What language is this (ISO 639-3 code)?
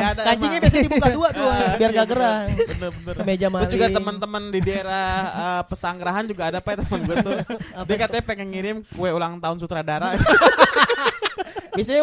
ind